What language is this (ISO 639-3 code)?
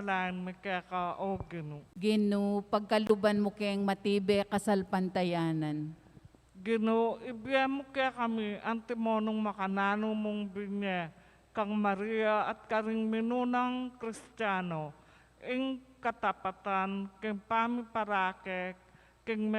pam